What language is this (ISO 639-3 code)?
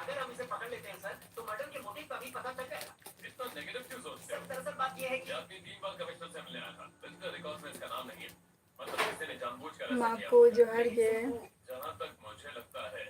sat